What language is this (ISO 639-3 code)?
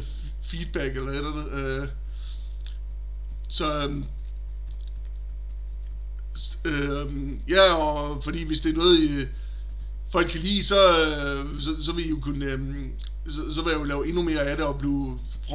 dan